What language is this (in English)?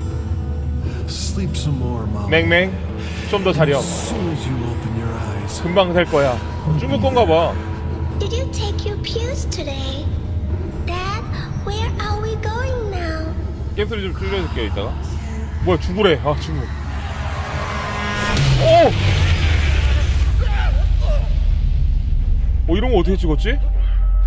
Korean